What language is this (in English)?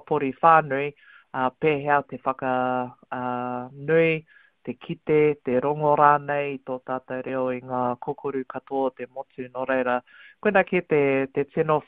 Māori